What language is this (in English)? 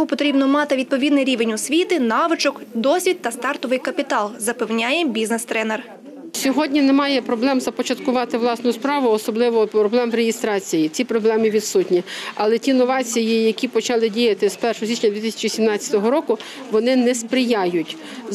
Ukrainian